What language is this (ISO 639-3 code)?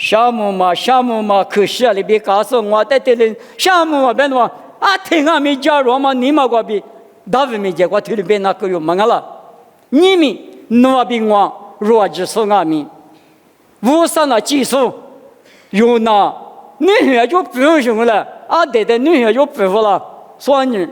lis